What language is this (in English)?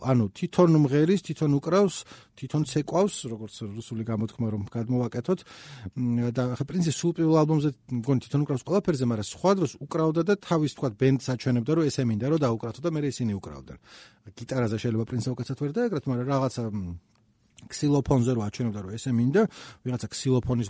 Georgian